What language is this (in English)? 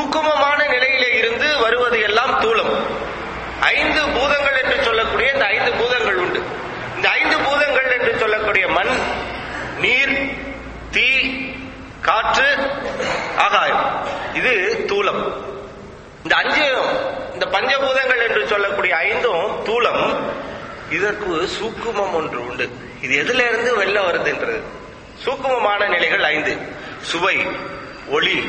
Tamil